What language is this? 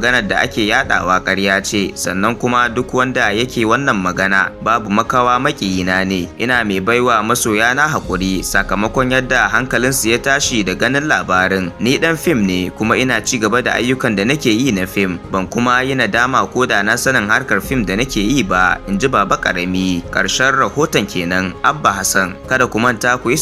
Hausa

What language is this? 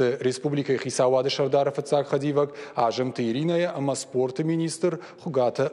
Ossetic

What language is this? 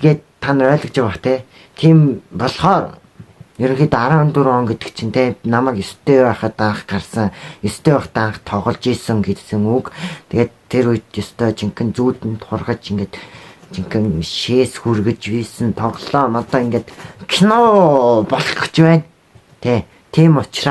Mongolian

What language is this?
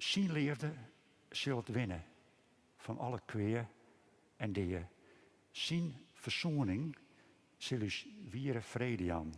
Western Frisian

